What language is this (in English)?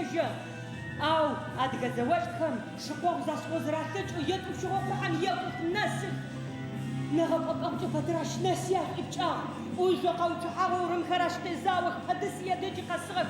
Adyghe